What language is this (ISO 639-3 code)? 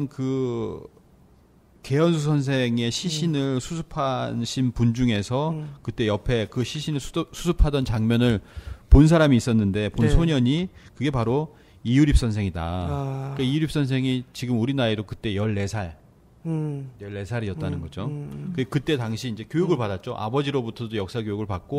kor